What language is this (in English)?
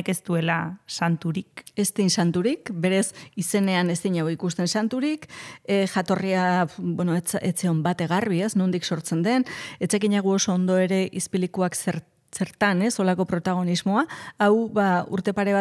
Basque